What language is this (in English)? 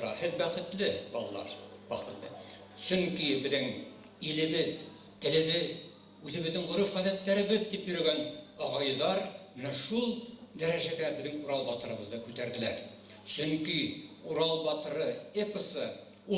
Bashkir